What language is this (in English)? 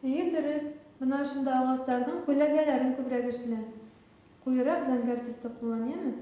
Bashkir